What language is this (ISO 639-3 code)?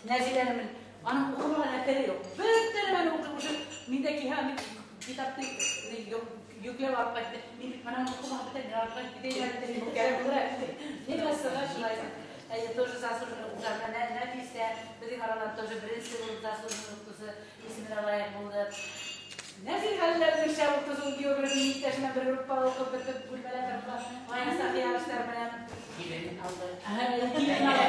bak